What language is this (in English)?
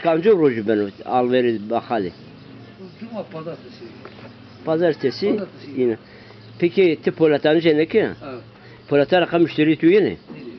Zaza